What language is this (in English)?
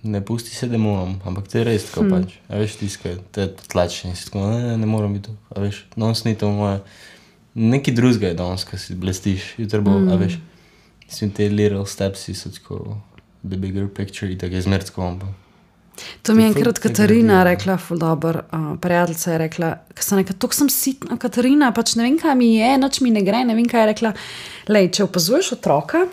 Slovenian